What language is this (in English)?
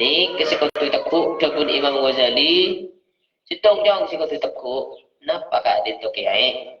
Madurese